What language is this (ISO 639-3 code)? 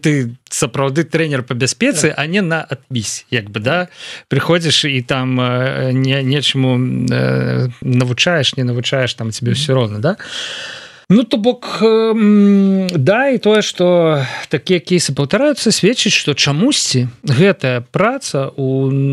bel